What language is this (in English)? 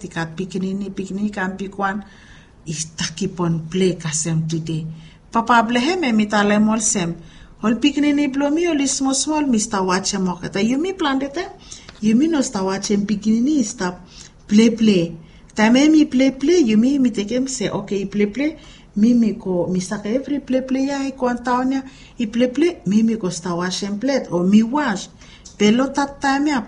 Bislama